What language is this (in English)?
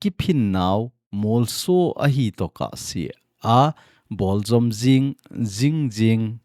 Thado Chin